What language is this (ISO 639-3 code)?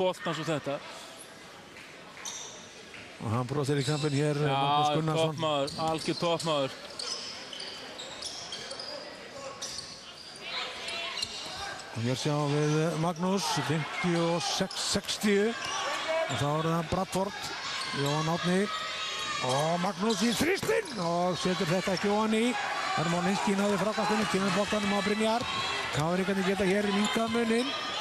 isl